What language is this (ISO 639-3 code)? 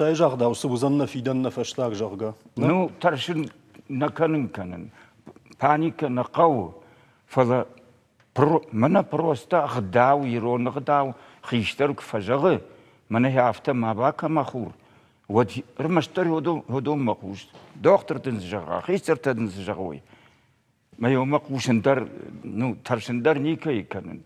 oss